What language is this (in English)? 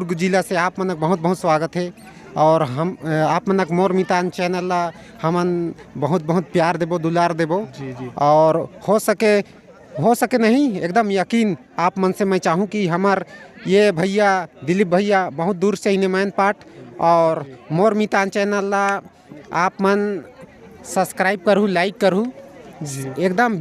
Chhattisgarhi